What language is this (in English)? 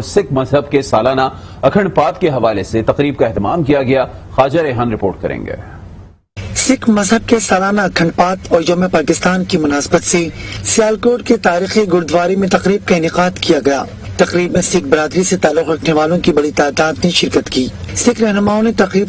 Urdu